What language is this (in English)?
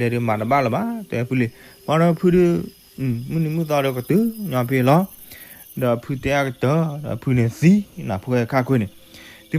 S'gaw Karen